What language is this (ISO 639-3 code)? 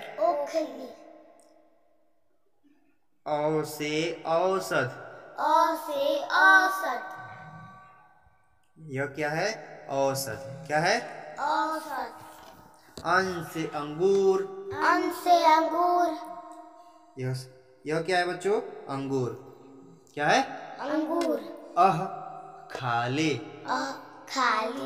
hin